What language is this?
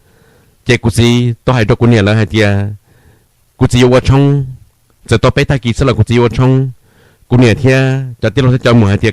Hmong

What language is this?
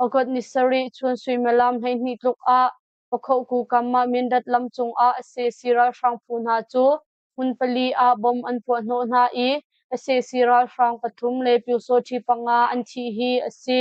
Hakha Chin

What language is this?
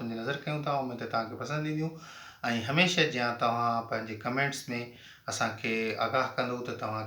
Sindhi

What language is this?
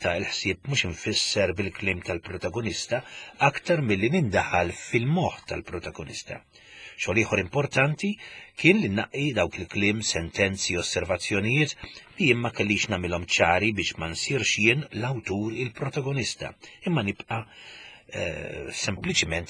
Maltese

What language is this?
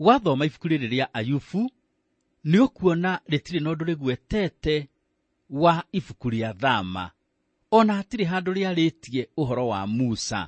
Kikuyu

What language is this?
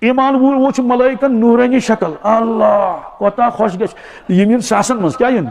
Kashmiri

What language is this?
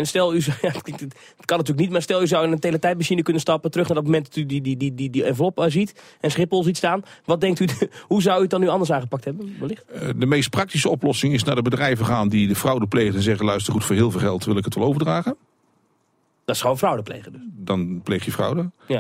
Dutch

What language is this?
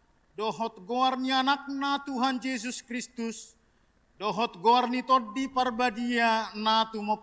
Batak Toba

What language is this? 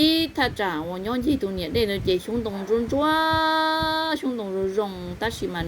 Hmong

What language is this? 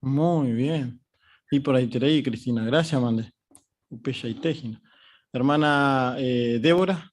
Guarani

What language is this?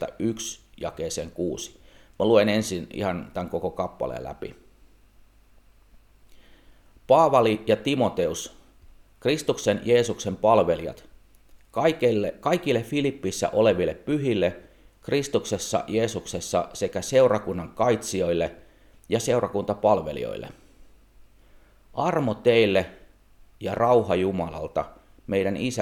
Finnish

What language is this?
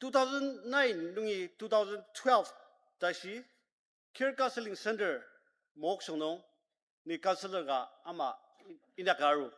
Ao Naga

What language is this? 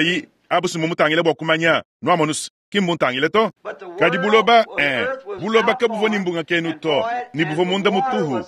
Luba-Lulua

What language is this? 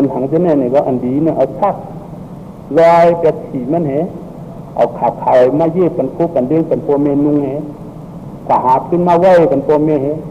Shan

